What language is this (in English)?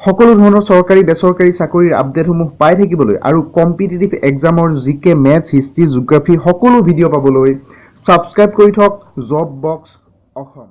Assamese